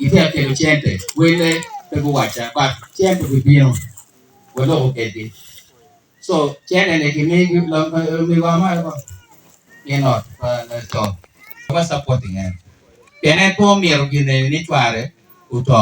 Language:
Acoli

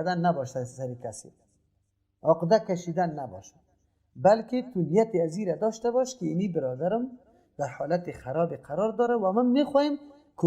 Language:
Persian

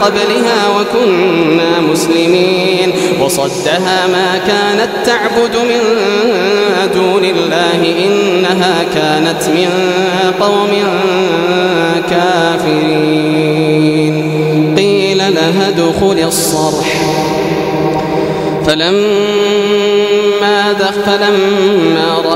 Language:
Arabic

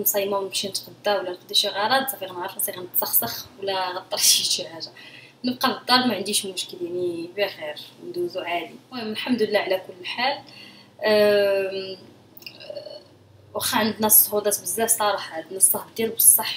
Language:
Moroccan Arabic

